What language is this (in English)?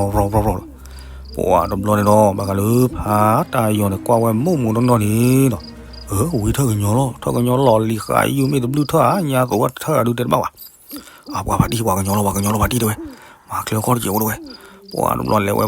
S'gaw Karen